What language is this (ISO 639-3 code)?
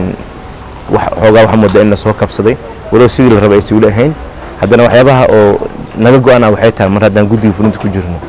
som